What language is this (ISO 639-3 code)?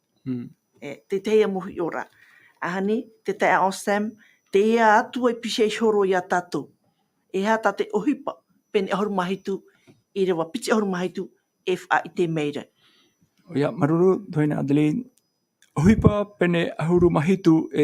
tah